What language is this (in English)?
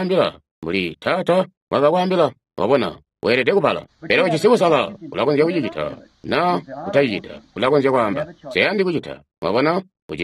Tonga (Zambia)